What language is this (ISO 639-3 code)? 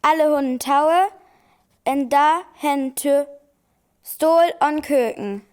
frr